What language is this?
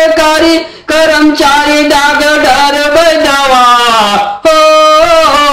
Bhojpuri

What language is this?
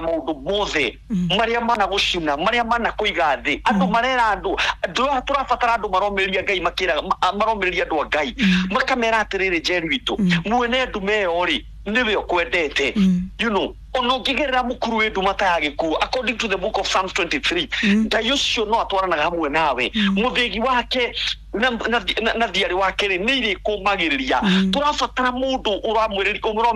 Kikuyu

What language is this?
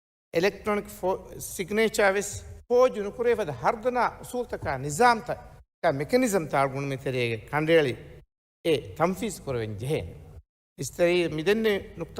Divehi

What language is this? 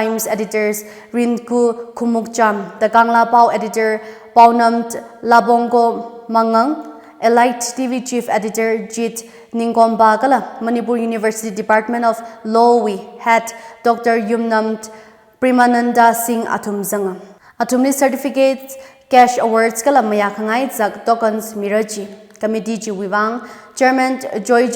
Tangkhul Naga (India)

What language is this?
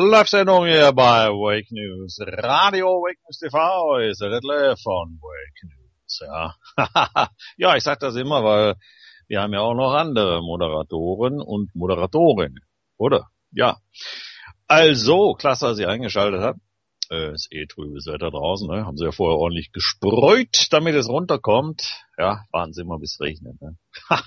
German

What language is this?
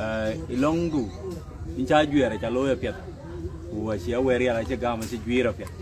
Dinka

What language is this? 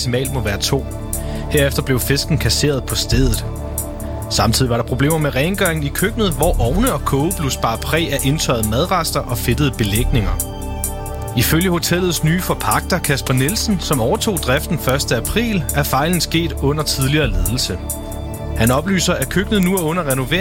Danish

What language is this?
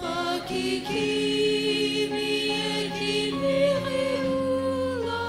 Sumi Naga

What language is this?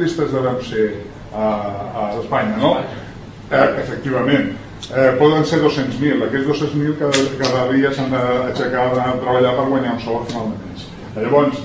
Catalan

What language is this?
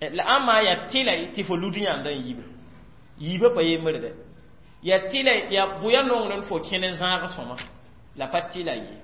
Mossi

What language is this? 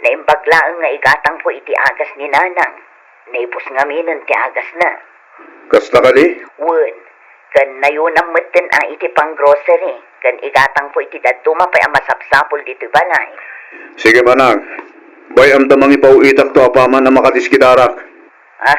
Iloko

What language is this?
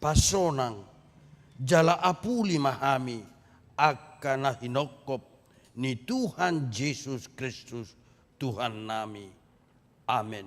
Batak Toba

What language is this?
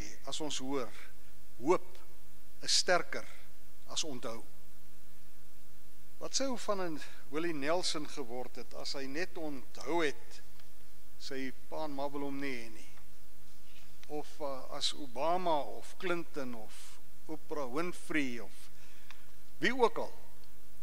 Afrikaans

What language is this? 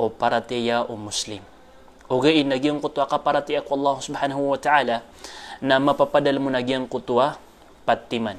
Maranao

